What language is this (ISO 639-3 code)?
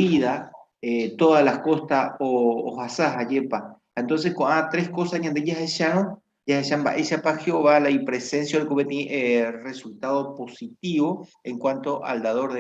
grn